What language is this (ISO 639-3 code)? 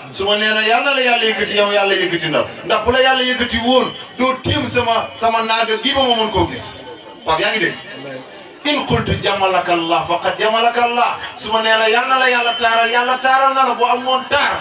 wol